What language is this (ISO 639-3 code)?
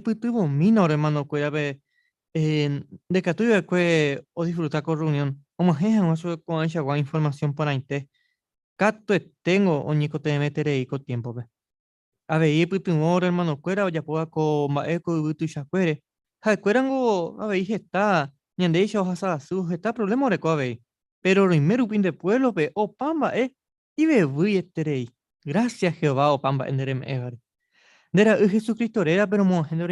grn